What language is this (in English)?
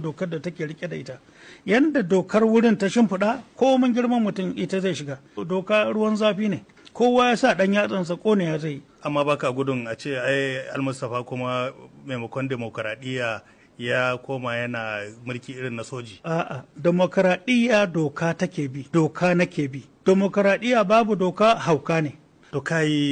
Hausa